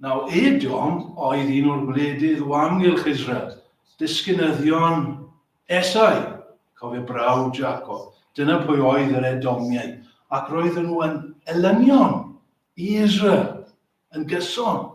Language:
Welsh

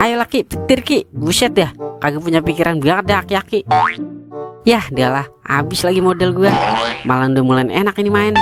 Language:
Betawi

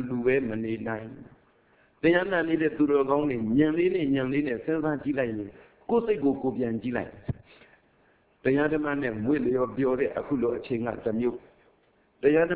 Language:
Burmese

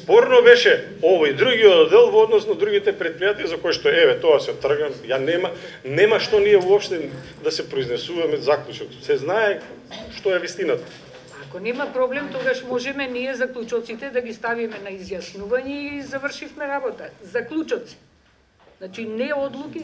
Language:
Macedonian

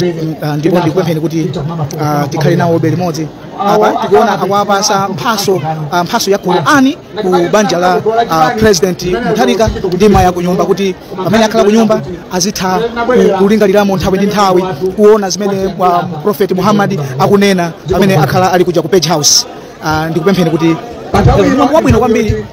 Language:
Nyanja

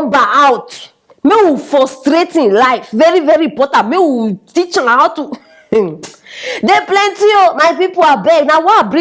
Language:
Nigerian Pidgin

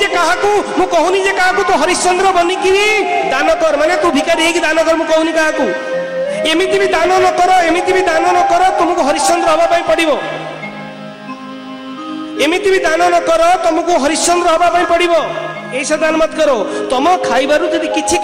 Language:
Odia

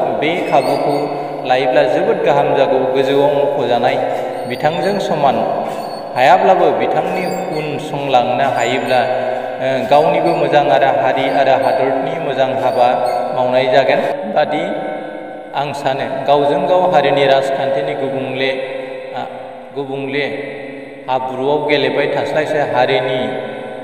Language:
Bodo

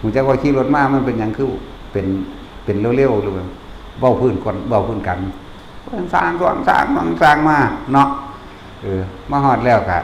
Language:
Lao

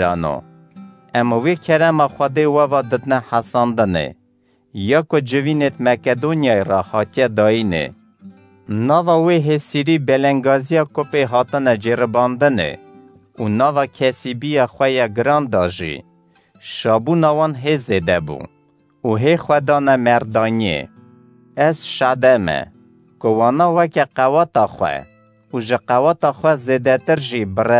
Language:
Kurdish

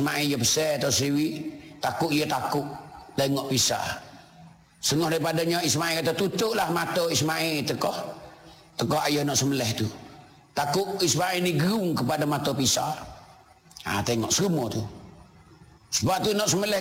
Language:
Malay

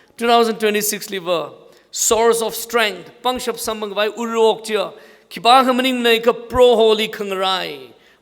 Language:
Tangkhul Naga (India)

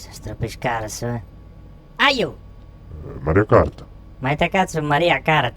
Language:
Sardinian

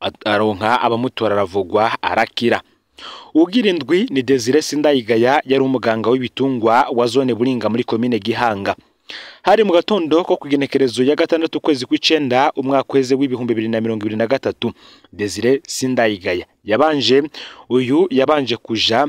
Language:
Rundi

